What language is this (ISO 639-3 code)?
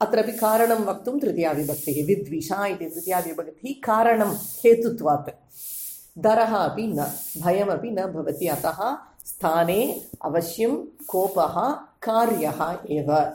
san